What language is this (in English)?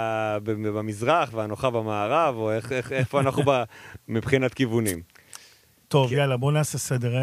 Hebrew